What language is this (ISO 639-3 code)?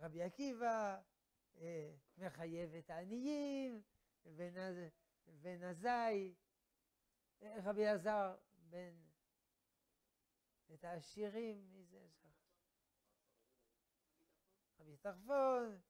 heb